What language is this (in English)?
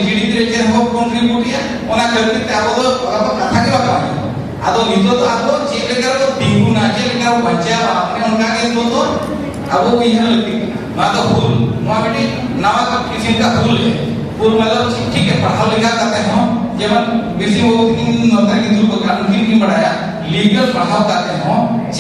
Santali